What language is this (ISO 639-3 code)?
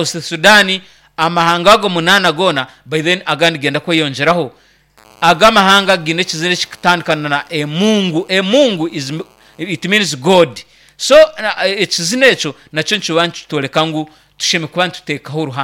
nyn